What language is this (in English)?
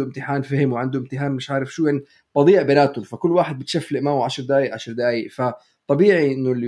North Levantine Arabic